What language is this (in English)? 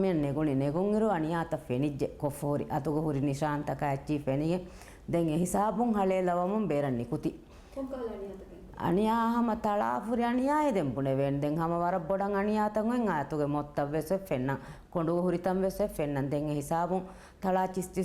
Divehi